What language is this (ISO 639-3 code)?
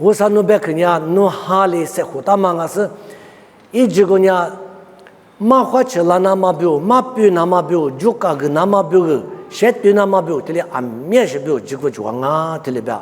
lis